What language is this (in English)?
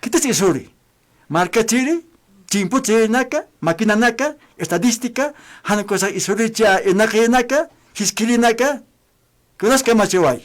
Aymara